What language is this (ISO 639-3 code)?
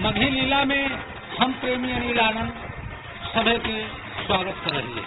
mag